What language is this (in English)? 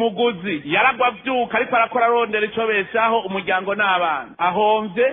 Rundi